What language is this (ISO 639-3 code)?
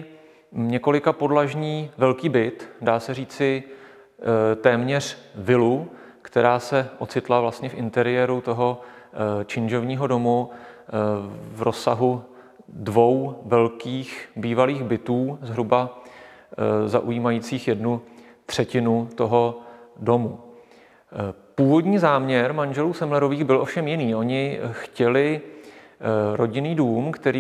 ces